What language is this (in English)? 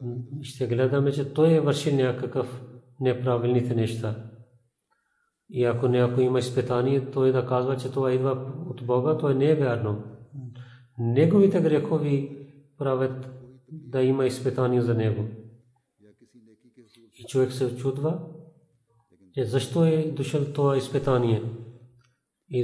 Bulgarian